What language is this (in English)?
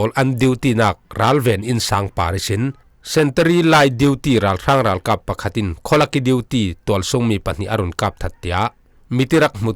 Falam Chin